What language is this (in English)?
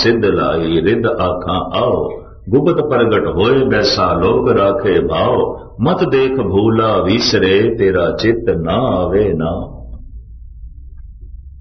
Punjabi